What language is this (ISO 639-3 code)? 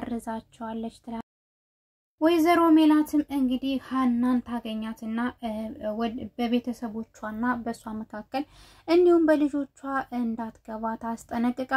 amh